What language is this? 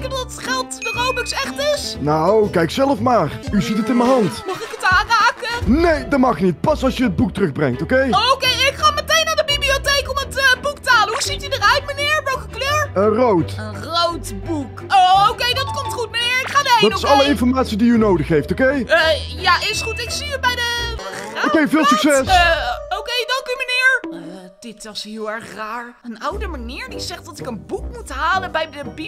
Dutch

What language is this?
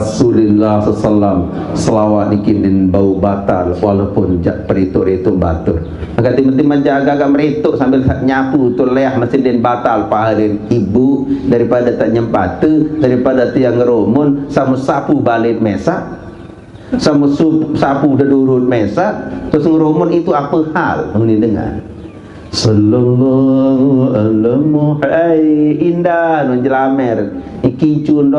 Sasak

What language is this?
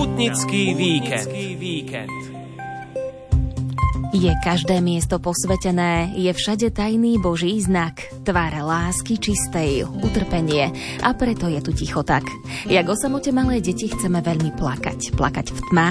Slovak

